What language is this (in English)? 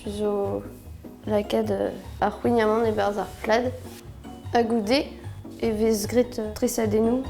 Breton